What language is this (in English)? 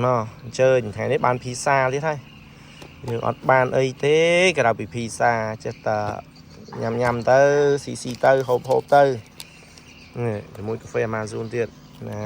Khmer